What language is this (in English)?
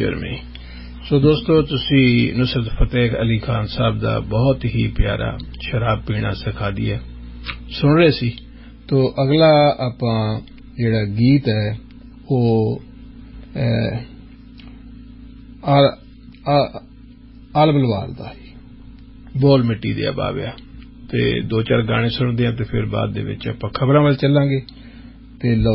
Punjabi